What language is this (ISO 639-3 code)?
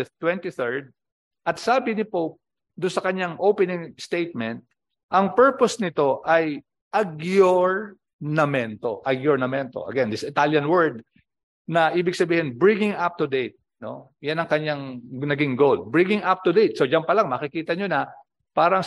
fil